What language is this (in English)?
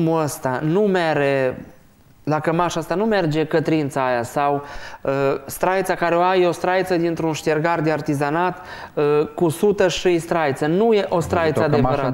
Romanian